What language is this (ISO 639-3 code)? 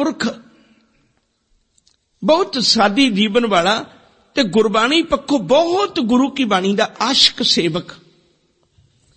pan